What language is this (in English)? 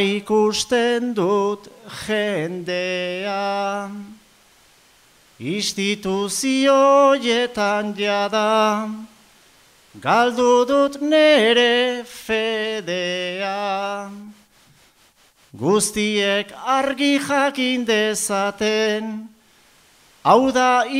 Basque